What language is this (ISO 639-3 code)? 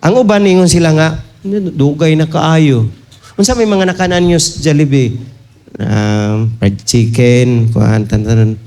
ceb